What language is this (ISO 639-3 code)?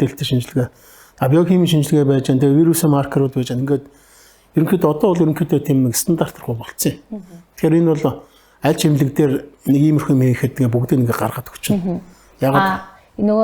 mon